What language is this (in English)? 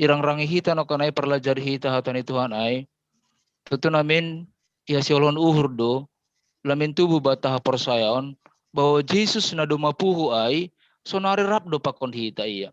Batak Simalungun